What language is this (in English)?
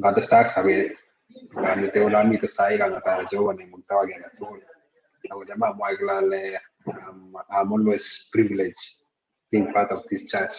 Kalenjin